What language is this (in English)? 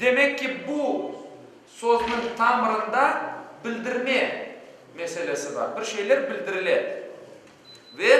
Crimean Tatar